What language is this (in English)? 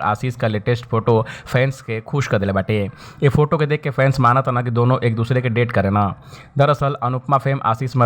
Bhojpuri